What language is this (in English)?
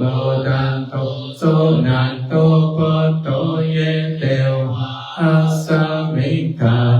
Pali